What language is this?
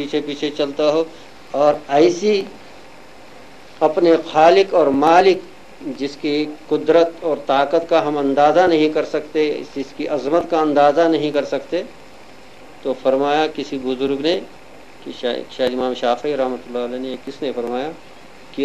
Urdu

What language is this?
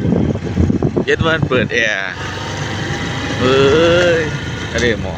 Lao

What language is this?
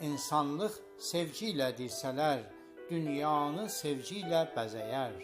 South Azerbaijani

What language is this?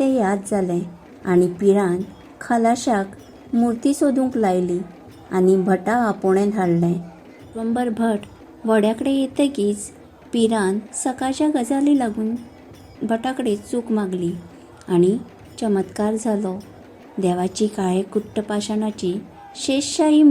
Konkani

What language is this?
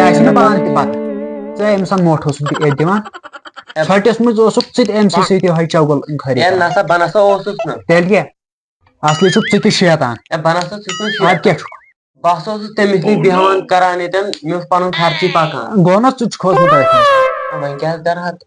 Kashmiri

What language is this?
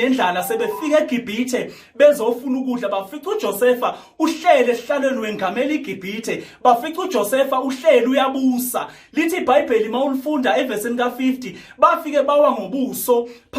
Zulu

